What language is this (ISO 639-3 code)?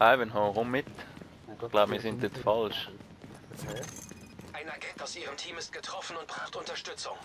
gsw